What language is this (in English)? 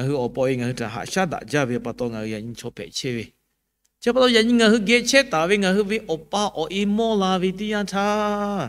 Lahu